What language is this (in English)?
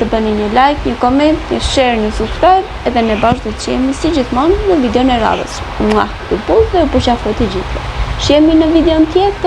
Albanian